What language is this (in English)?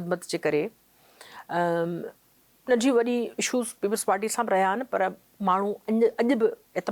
Sindhi